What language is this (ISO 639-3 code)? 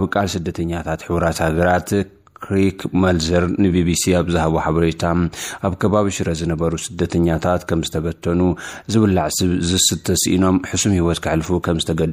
tir